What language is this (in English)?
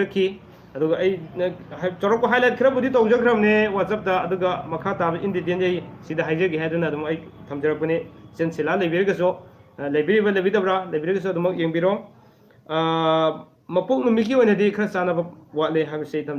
Manipuri